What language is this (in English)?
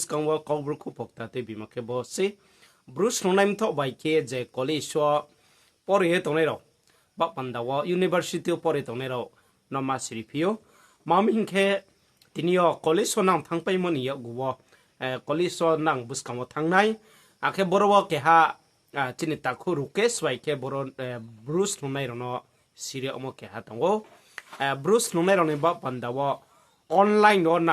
Riang (India)